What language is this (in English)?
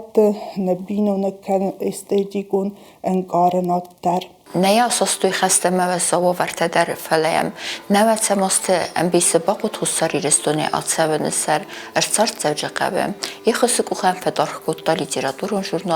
Ossetic